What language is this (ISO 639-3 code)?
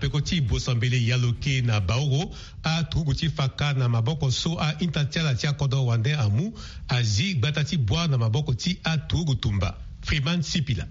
sag